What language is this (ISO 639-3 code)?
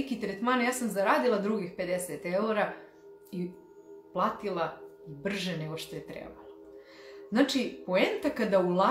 hrv